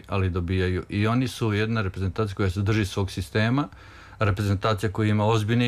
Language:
Serbian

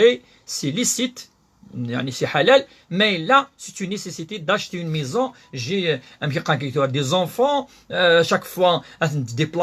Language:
Kabyle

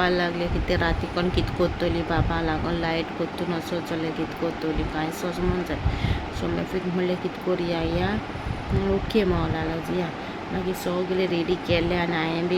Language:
Konkani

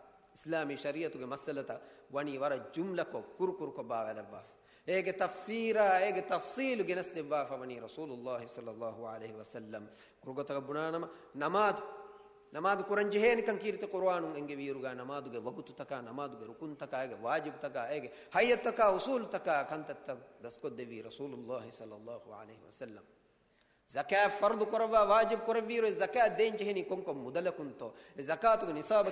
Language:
Divehi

